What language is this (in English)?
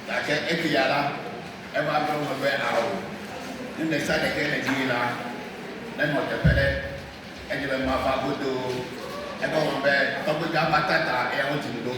Ewe